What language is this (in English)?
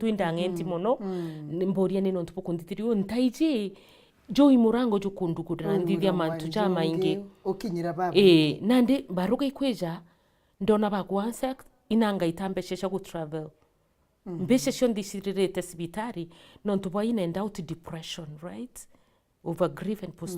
Meru